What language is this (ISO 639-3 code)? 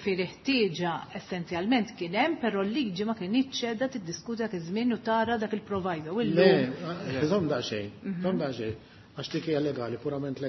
mlt